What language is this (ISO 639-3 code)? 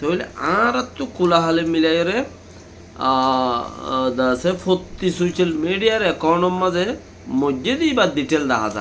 rhg